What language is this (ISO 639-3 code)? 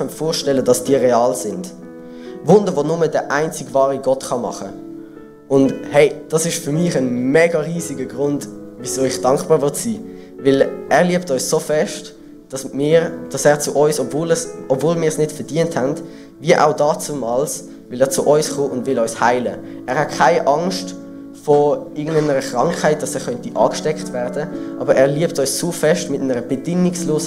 gsw